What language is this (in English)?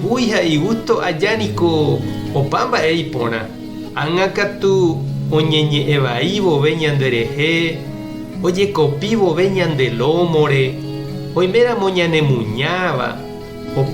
Guarani